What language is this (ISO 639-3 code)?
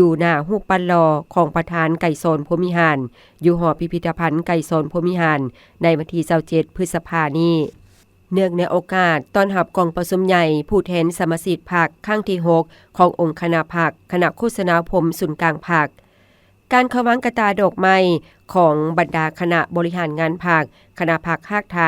lao